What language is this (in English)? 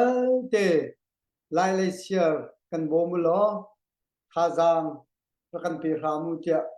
Hakha Chin